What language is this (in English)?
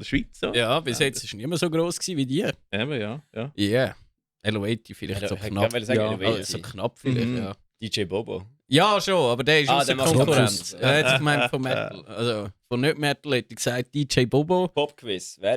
Swiss German